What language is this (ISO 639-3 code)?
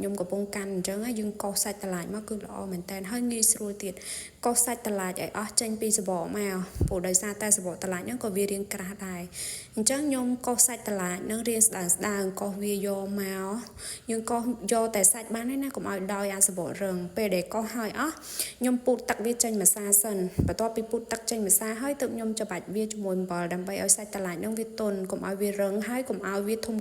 khm